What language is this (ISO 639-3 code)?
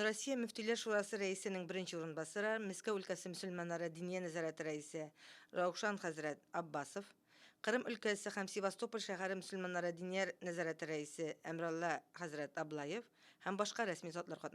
tat